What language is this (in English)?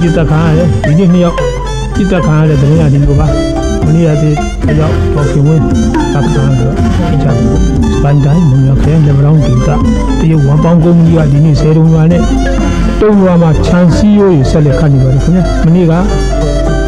Burmese